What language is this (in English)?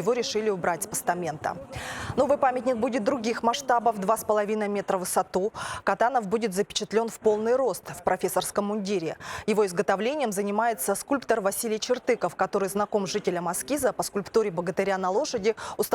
Khakas